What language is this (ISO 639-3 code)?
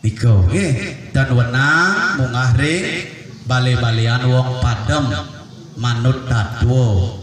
ban